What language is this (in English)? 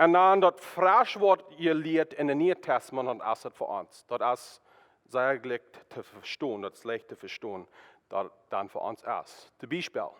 Plautdietsch